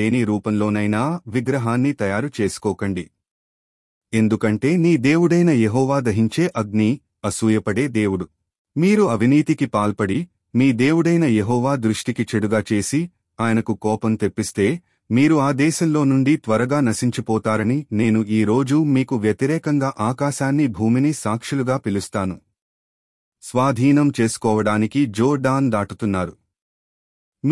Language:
Telugu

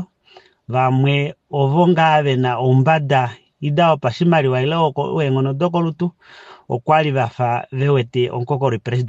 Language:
Kuanyama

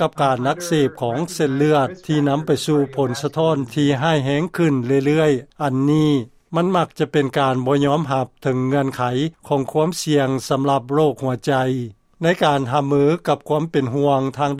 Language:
Lao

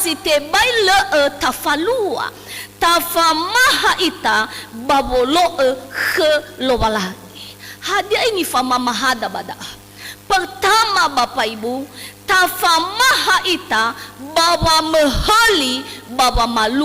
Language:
Nias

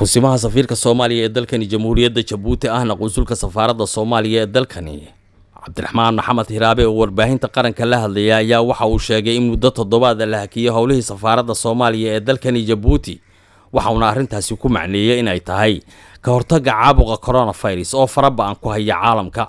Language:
Somali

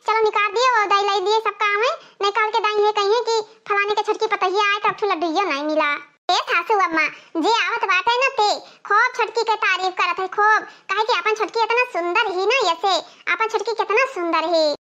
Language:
Awadhi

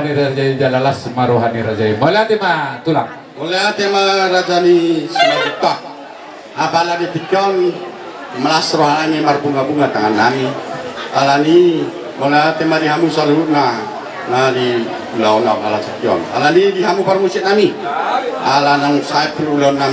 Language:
Batak Toba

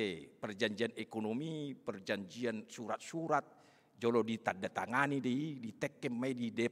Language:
Batak Toba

